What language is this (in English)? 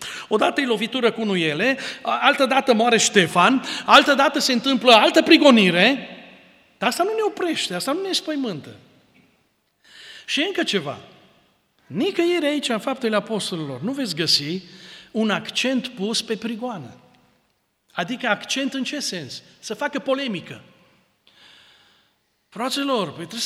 Romanian